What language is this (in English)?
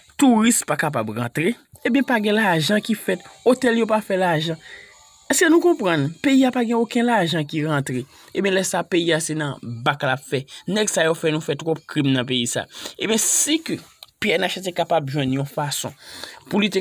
Haitian Creole